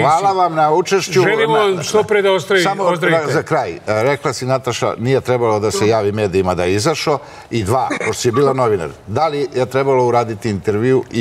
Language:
Serbian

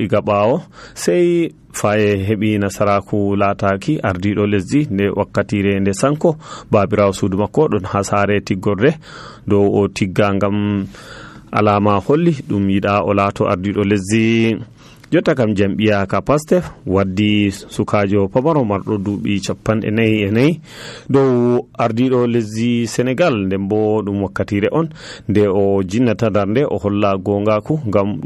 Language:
Nigerian Fulfulde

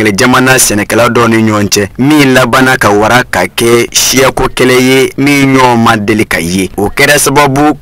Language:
Bambara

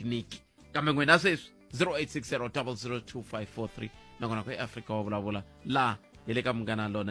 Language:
Tsonga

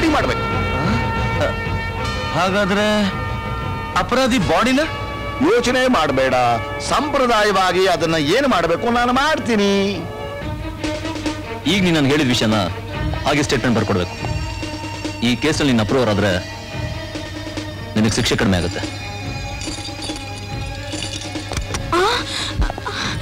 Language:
Kannada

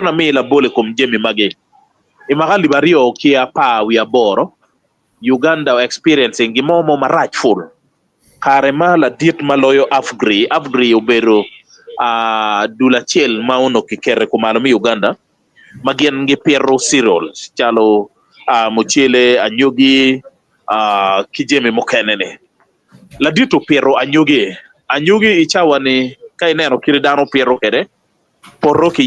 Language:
Acoli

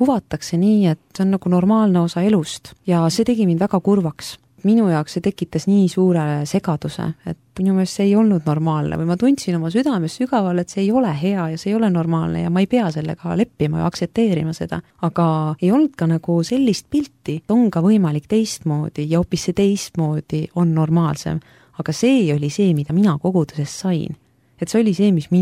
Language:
Estonian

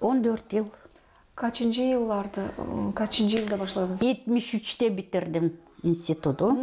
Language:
Gagauz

